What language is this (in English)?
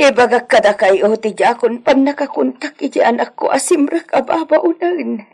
Iloko